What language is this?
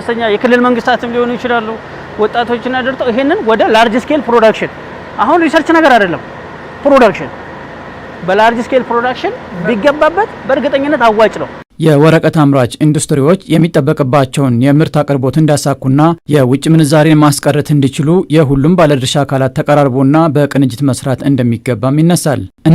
Amharic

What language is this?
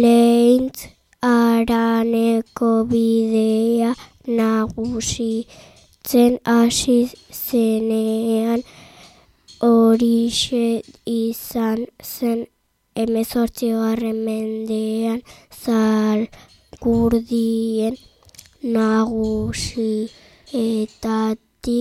Basque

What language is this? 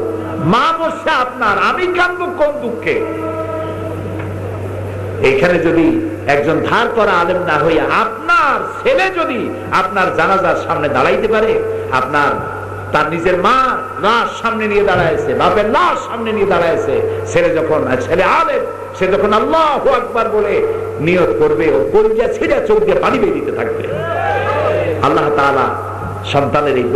Bangla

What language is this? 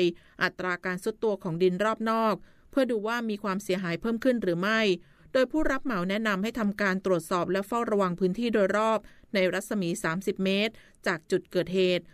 Thai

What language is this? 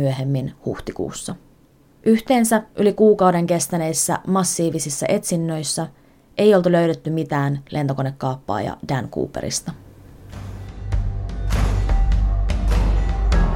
Finnish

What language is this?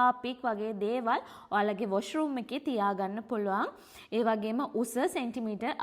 Sinhala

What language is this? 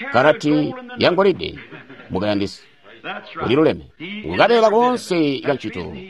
Tonga (Zambia)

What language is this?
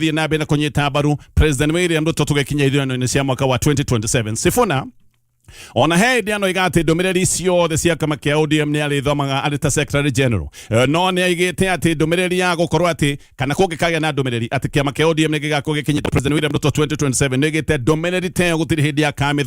Kikuyu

